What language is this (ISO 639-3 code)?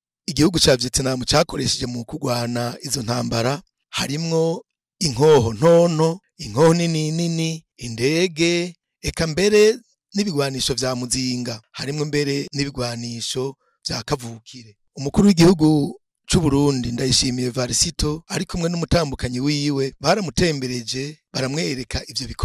run